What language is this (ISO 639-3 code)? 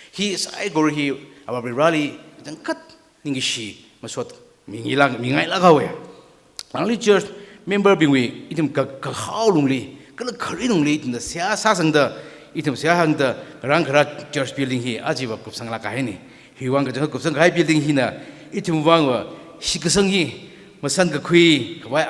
nmf